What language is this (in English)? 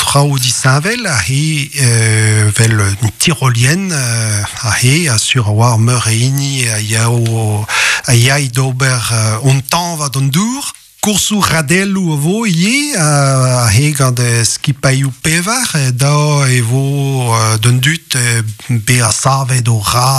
Breton